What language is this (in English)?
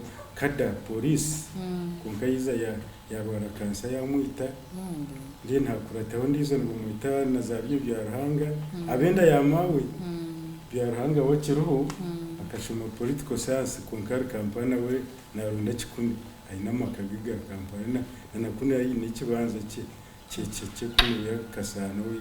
Nyankole